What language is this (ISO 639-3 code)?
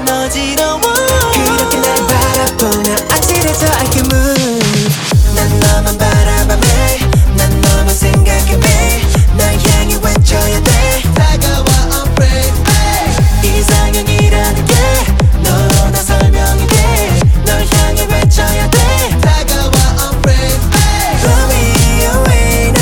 kor